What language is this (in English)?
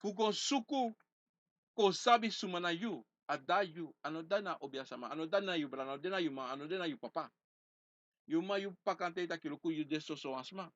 Sranan Tongo